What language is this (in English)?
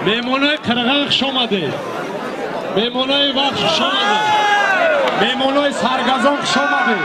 Tajik